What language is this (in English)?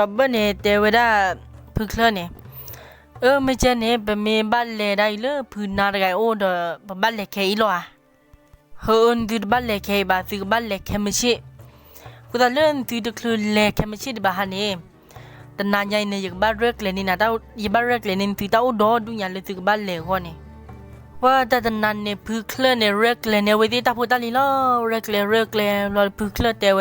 S'gaw Karen